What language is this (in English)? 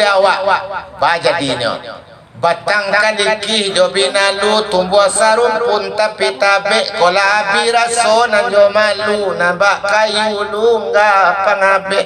Minangkabau